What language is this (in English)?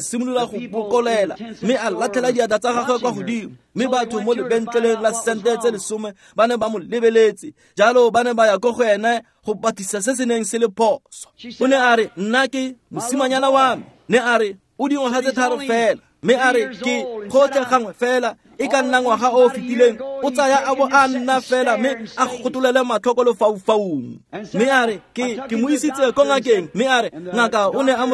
Tswana